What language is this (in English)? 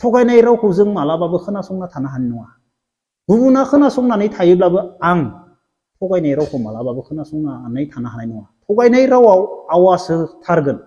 Bodo